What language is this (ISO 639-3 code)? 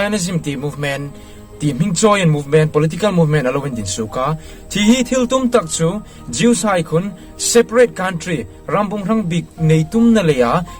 hmr